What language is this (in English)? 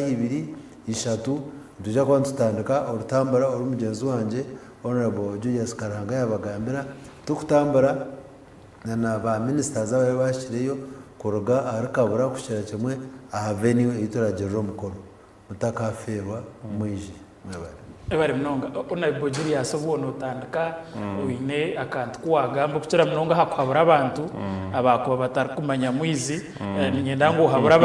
Nyankole